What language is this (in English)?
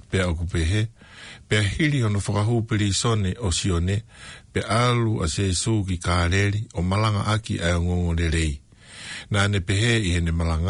Tongan